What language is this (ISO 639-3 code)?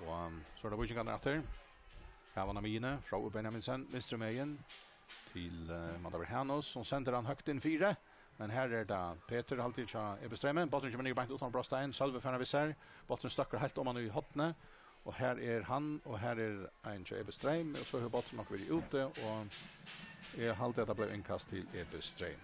fao